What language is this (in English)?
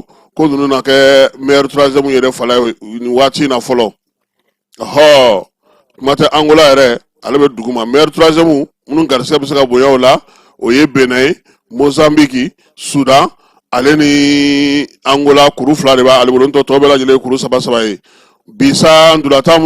Bambara